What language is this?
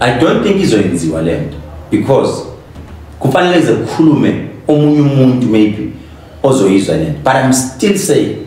Zulu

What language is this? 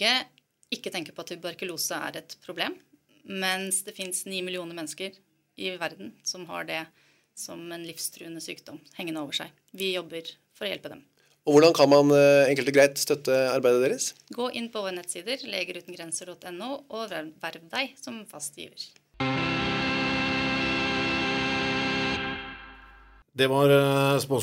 Norwegian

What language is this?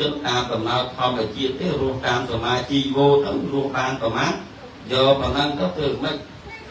Khmer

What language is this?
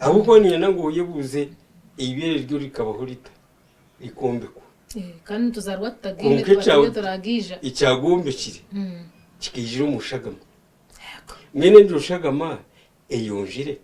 Nyankole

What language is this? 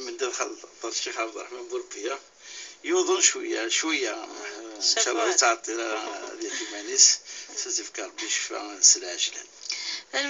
Kabyle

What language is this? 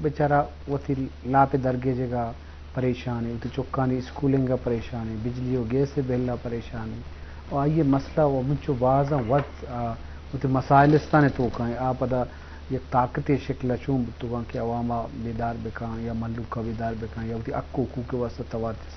Eastern Balochi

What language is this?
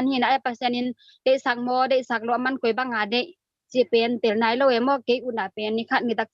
Tedim Chin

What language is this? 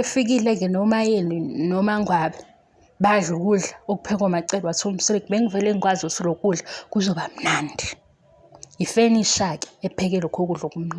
Zulu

